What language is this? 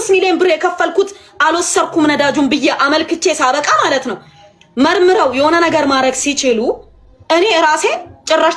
Amharic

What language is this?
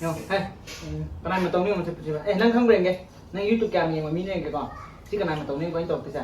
Manipuri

